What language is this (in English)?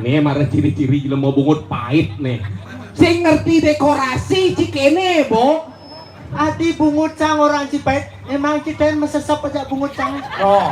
Balinese